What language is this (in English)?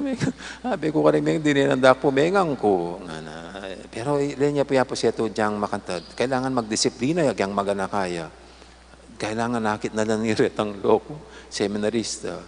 Pampanga